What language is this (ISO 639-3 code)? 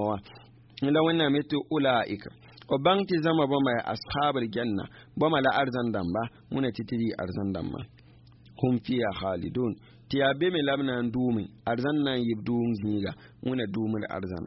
mos